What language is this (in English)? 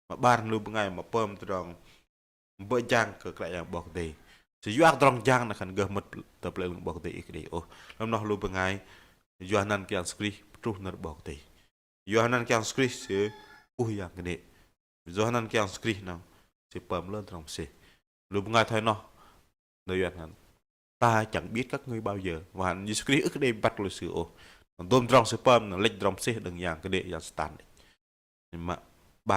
Bahnar